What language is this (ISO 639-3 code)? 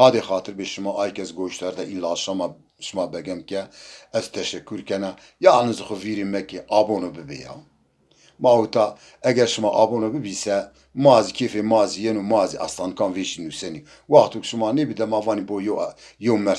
zza